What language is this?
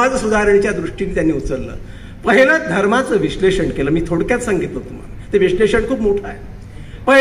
Marathi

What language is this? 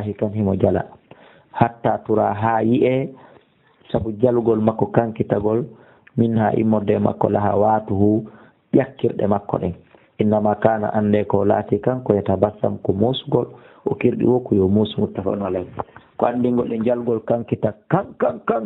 Fula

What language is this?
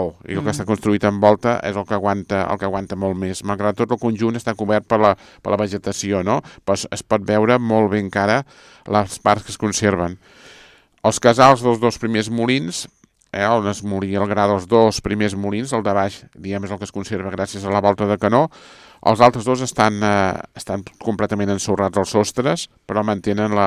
Catalan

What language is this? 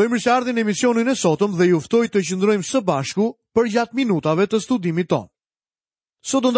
Albanian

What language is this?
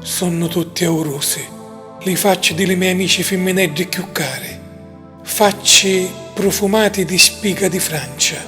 Sicilian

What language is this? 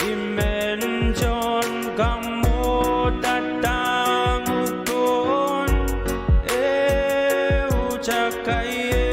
Pohnpeian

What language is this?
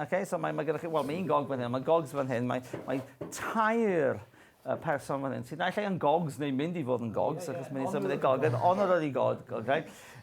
Welsh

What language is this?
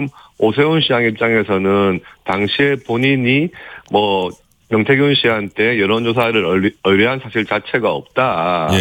Korean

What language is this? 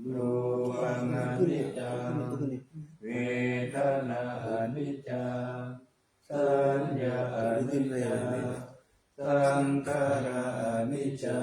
Pali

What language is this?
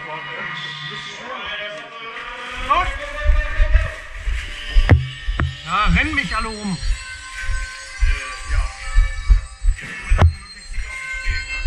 German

